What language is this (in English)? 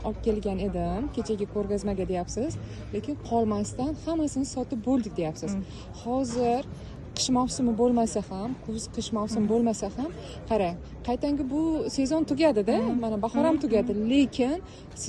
Uzbek